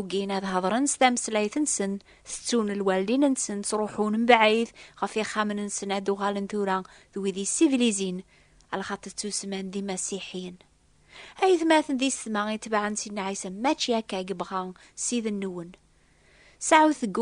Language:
Kabyle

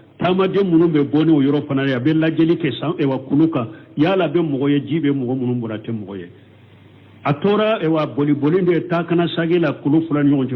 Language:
Bambara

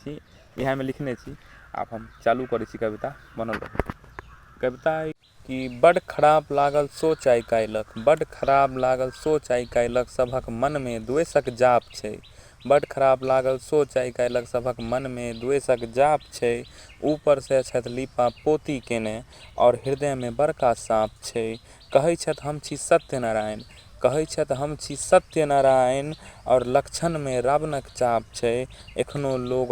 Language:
Maithili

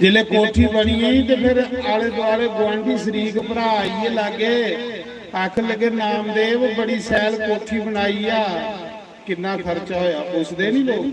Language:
Dogri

